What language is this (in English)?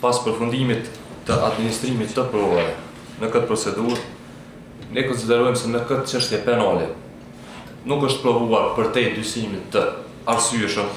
Albanian